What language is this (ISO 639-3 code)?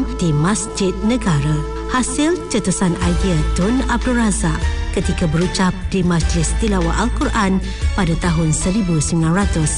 msa